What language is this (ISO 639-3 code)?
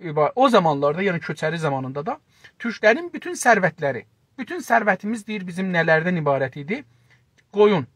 azb